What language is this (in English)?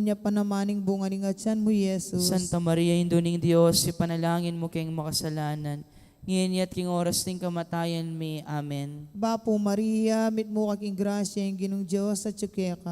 Pampanga